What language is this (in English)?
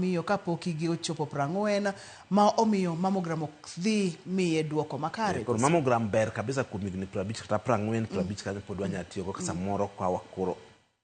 Luo (Kenya and Tanzania)